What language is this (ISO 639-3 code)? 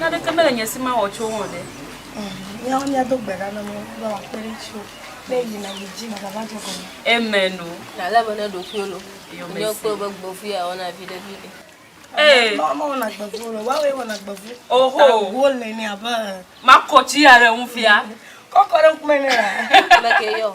ewe